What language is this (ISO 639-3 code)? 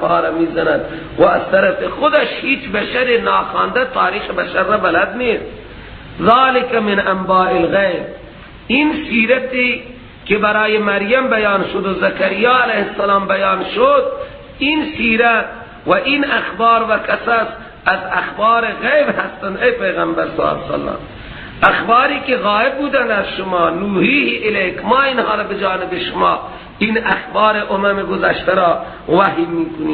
fas